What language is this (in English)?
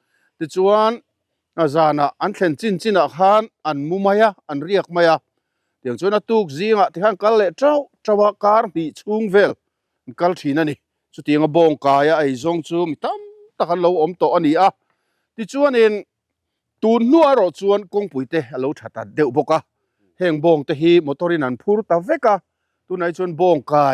Mizo